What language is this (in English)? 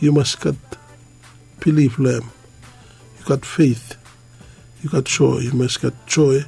Bislama